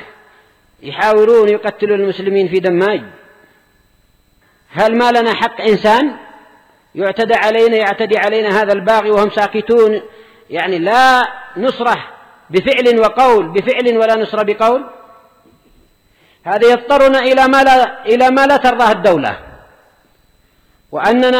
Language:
Arabic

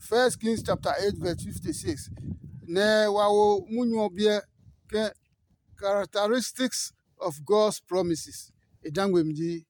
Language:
Adangme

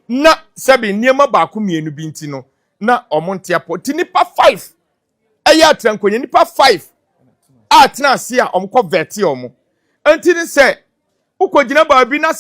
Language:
Akan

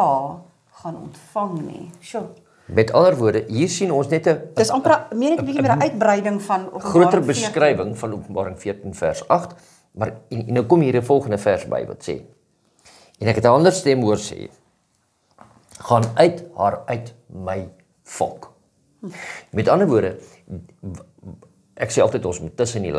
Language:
Afrikaans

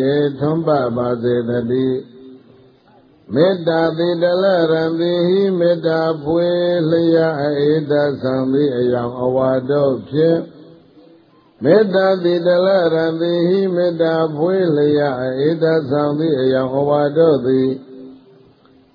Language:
Burmese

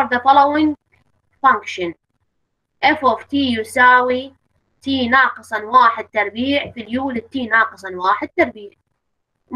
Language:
Mesopotamian Arabic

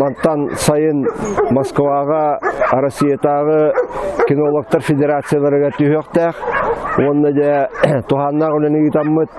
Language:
Yakut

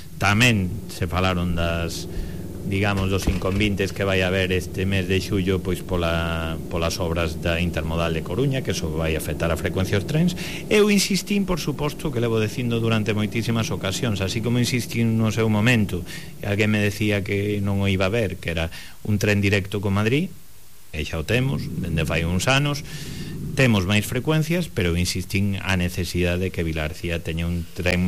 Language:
Galician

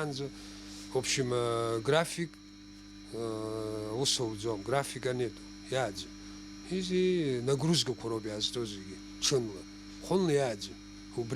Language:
Abkhazian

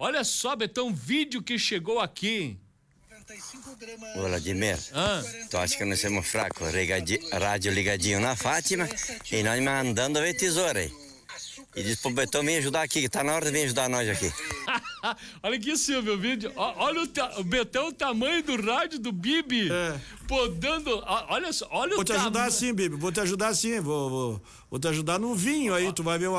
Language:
Portuguese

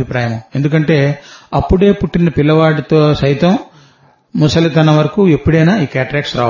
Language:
Telugu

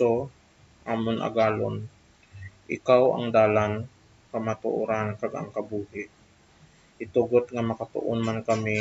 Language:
Hiligaynon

